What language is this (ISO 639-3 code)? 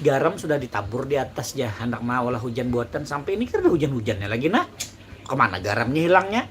bjn